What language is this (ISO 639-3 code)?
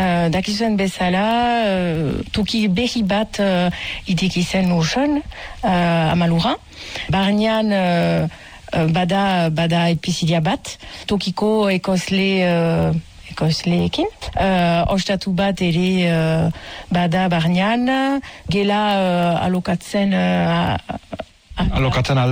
eus